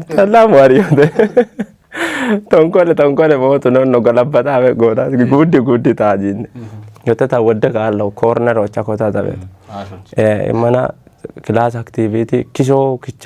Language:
Kafa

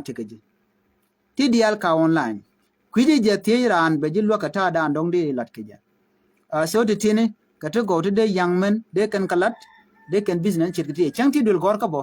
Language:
Nuer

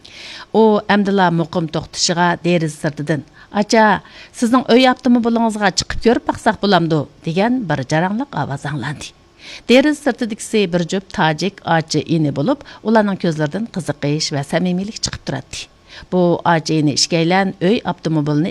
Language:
Uyghur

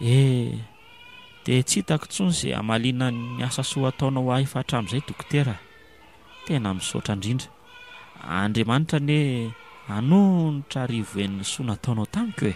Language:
Malagasy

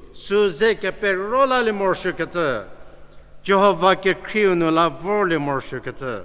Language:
Angami Naga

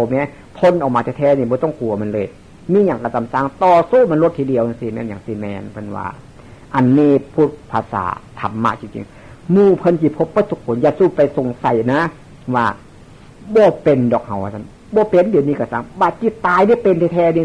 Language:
Northeastern Thai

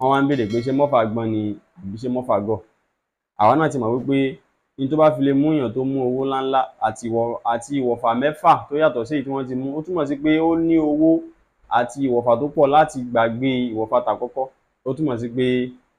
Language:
Yoruba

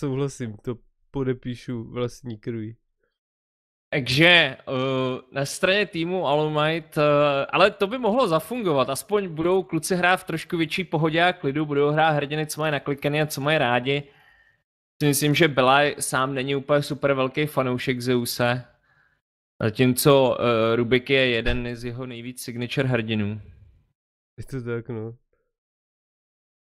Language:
Czech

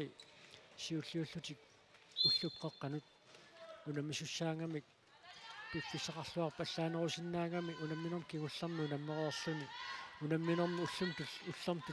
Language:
Kalaallisut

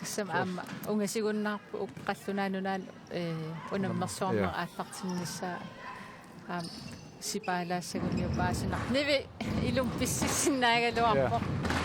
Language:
Kalaallisut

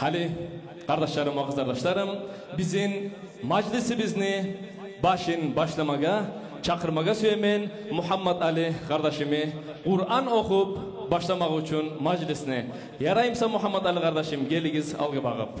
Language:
Kumyk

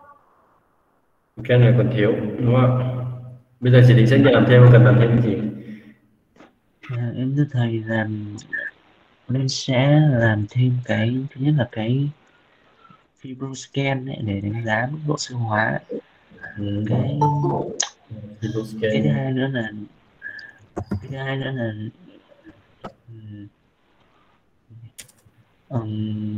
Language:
Vietnamese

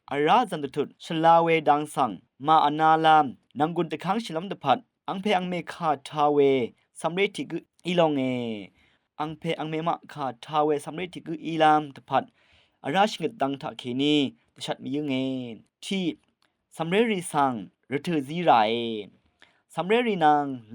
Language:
Rawang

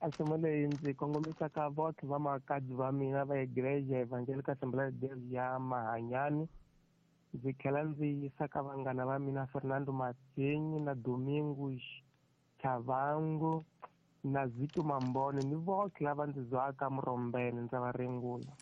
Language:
Tsonga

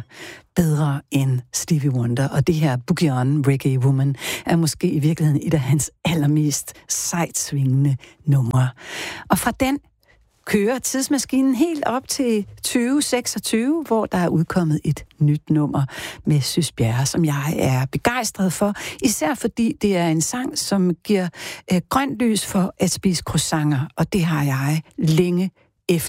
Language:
Danish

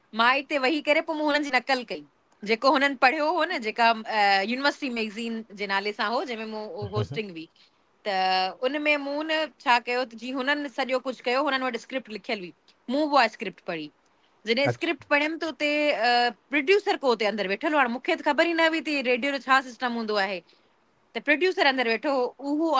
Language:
Sindhi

